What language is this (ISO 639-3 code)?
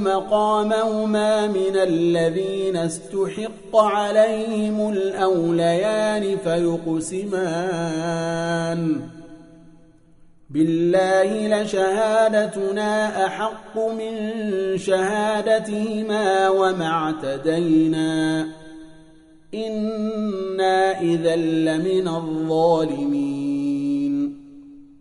ara